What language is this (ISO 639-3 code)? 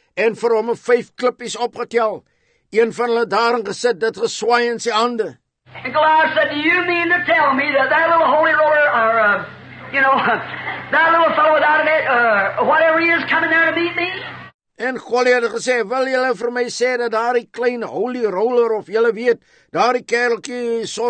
afr